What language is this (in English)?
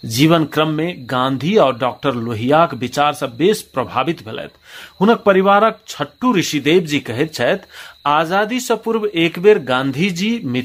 Maithili